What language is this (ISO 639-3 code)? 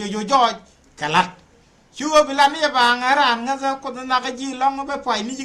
nus